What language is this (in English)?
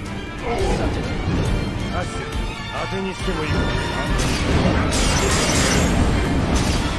Japanese